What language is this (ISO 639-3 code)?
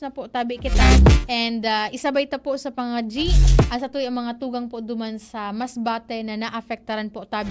bik